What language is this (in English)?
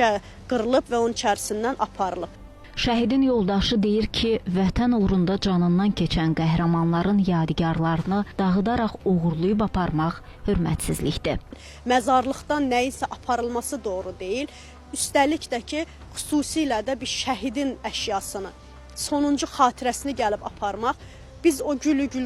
Azerbaijani